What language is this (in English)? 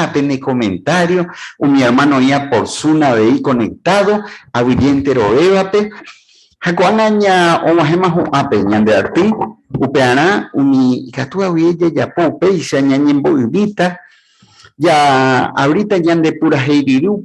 Guarani